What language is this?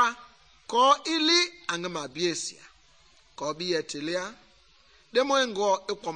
Mende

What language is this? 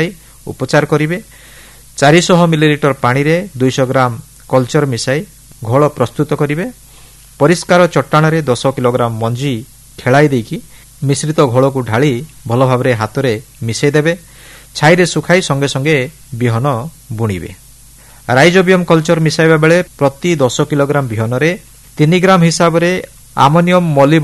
Odia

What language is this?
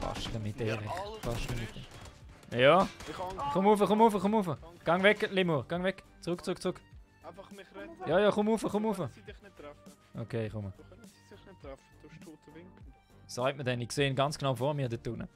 Swiss German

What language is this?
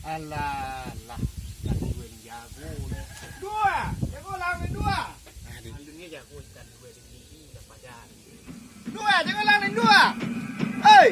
Minangkabau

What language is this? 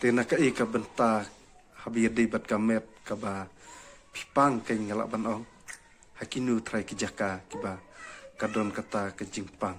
Khasi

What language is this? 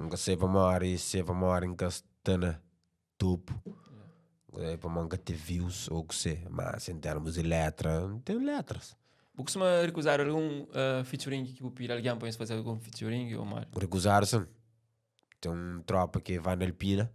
Kabuverdianu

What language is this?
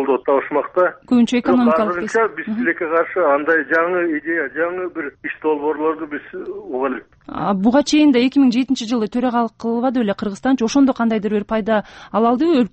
Kyrgyz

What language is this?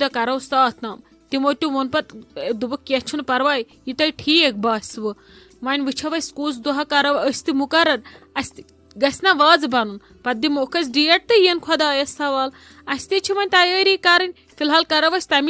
Kashmiri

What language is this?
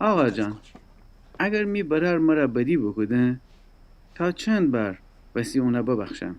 Gilaki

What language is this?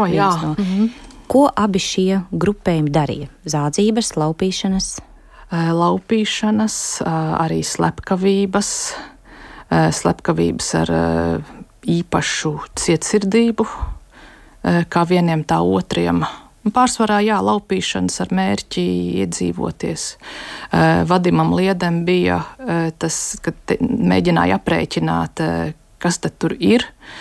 Latvian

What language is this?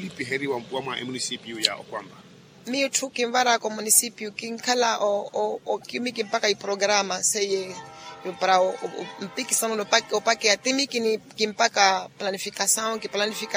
Makhuwa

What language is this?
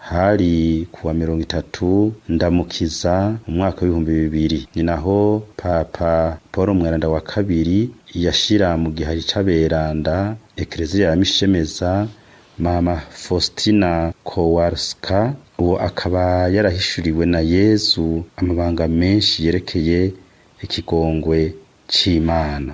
Rundi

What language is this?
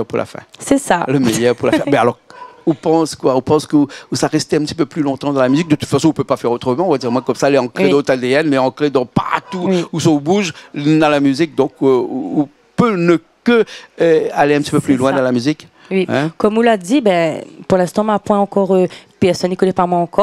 Réunion Creole French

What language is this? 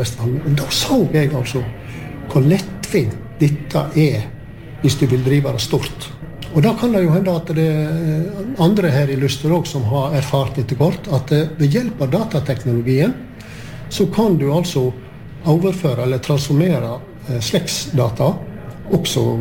Norwegian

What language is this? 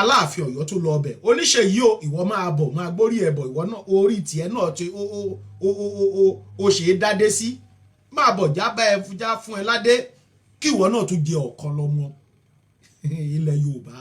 Yoruba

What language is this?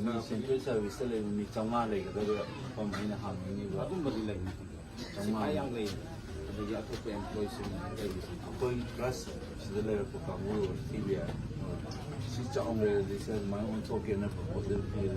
Manipuri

